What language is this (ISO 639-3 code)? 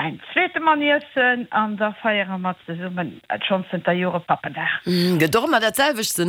ltz